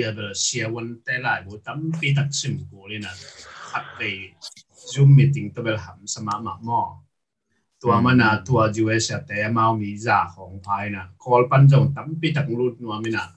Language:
Tedim Chin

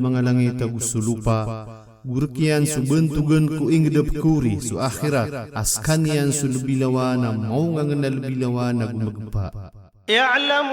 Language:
Maranao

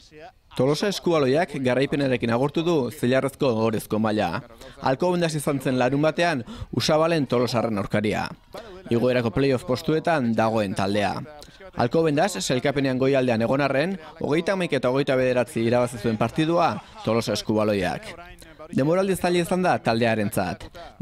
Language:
Basque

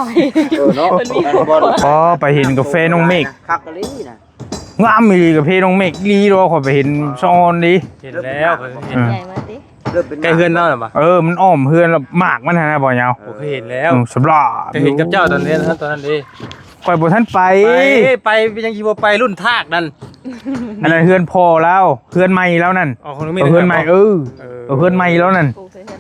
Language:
Northeastern Thai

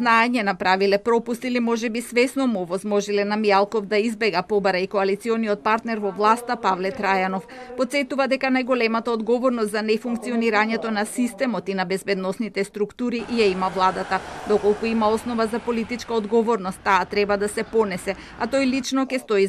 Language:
Macedonian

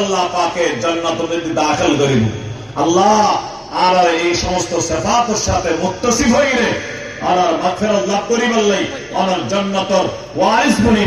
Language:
Rohingya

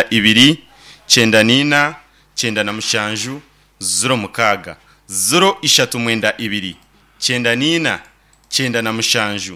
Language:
Nyankole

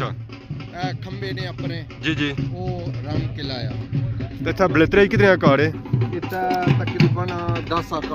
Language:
Pahari-Potwari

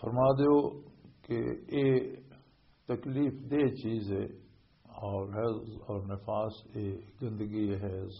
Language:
Western Panjabi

